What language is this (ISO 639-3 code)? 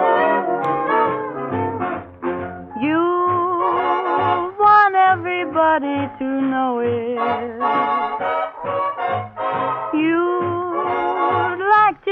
eng